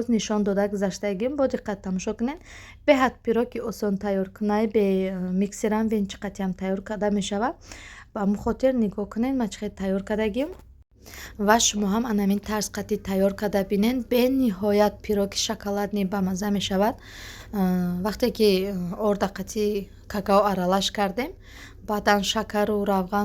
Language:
Tajik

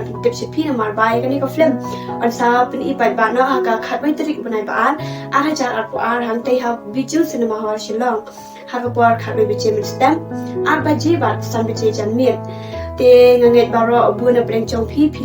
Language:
Khasi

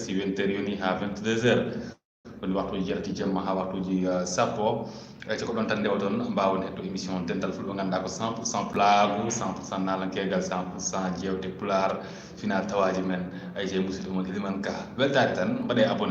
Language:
Fula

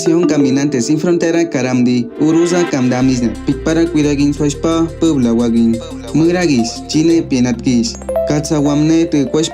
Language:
Awa-Cuaiquer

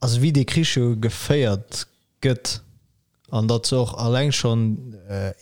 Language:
Luxembourgish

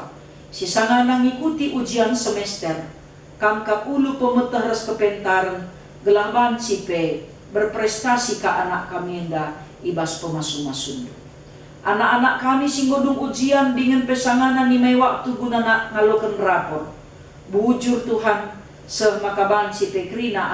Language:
Batak Karo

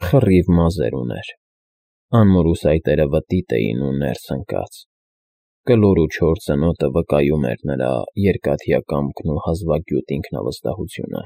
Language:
Armenian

